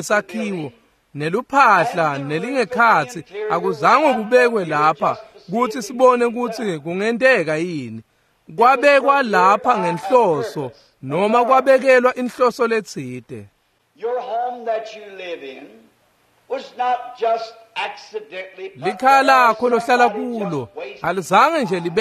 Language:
Swati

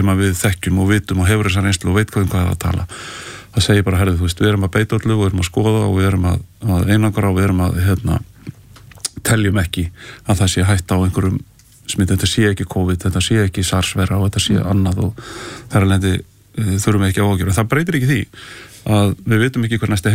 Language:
Icelandic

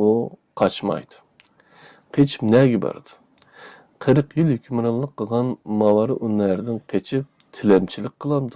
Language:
Uyghur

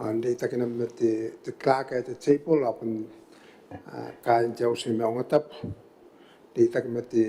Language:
Gilbertese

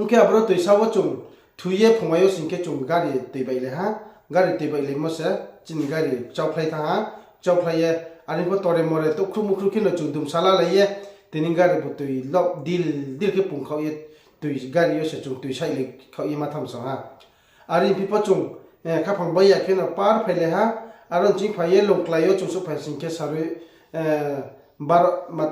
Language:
Riang (India)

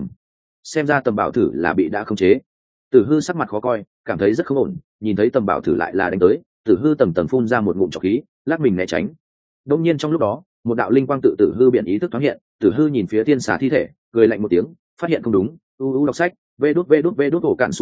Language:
Vietnamese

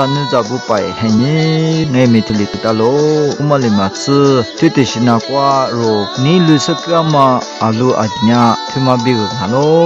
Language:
Lisu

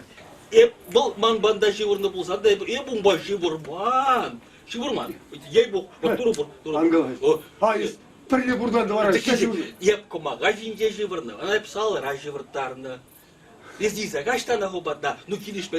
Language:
Chuvash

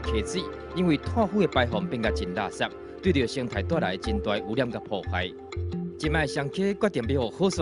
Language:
Min Nan Chinese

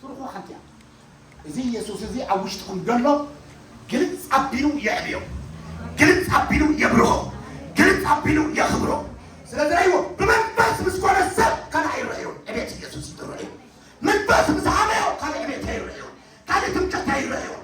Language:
Tigrinya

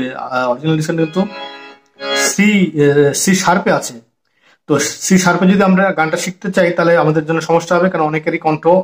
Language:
Bangla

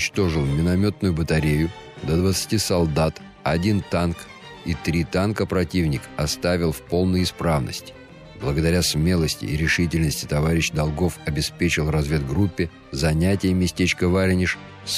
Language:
Russian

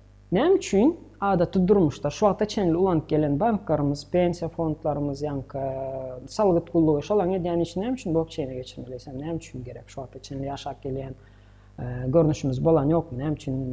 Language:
Turkmen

